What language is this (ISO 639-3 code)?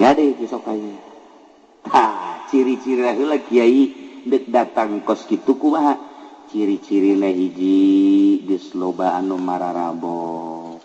sun